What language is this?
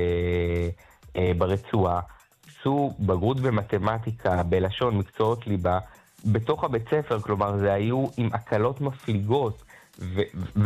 Hebrew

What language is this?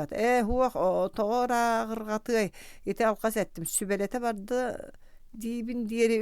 Yakut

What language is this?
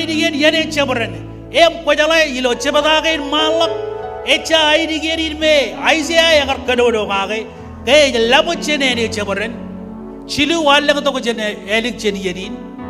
Marshallese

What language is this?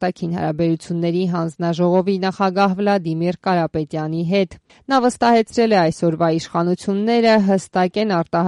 Armenian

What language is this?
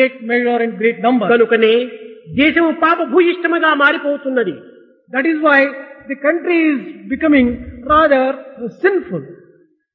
Telugu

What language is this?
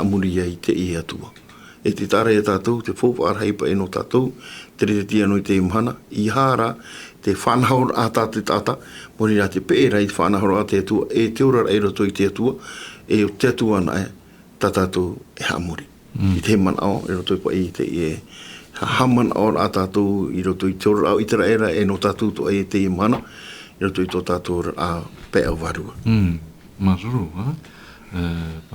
Tahitian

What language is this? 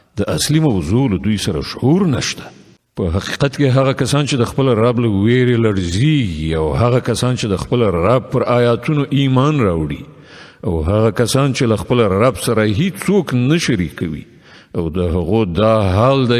Pashto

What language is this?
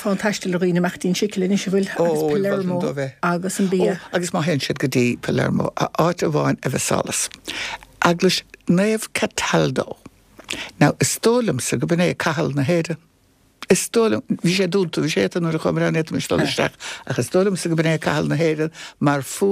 Irish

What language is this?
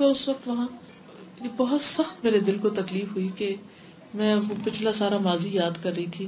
Urdu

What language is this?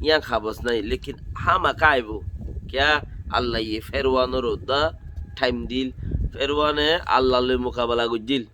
Rohingya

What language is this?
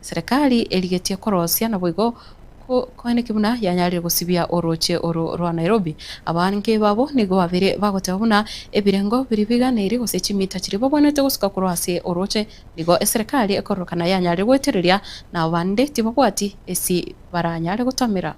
Gusii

